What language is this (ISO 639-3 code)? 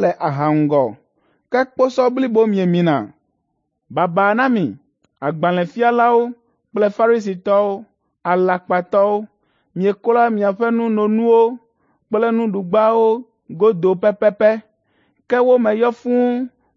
ewe